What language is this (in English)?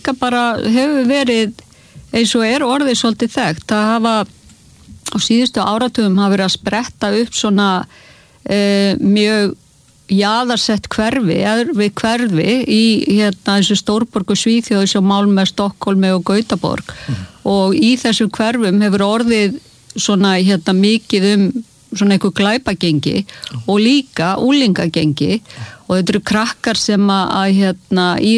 Icelandic